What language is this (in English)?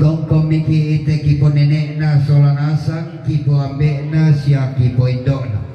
Toraja-Sa'dan